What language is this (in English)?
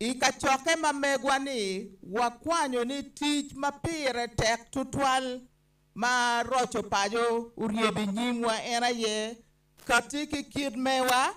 Acoli